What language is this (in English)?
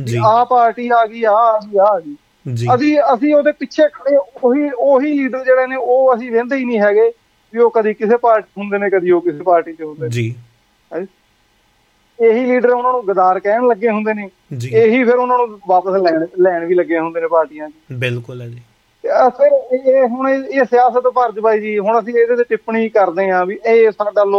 Punjabi